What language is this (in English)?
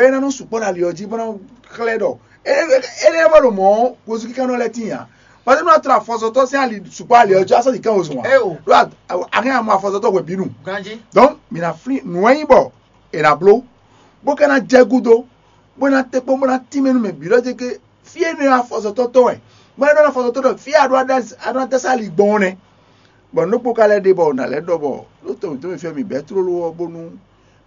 Fon